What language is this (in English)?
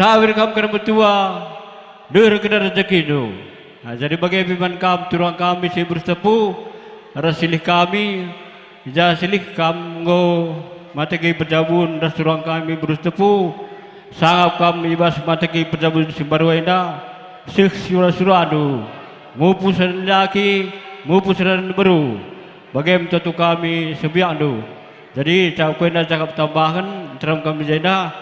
Batak Karo